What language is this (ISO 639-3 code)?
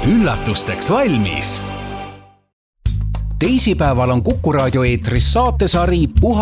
est